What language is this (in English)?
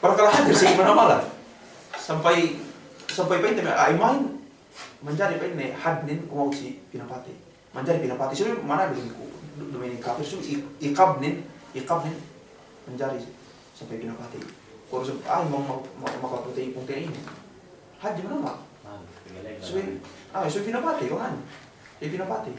Yakan